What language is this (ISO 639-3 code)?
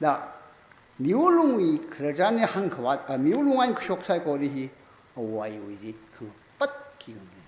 nmf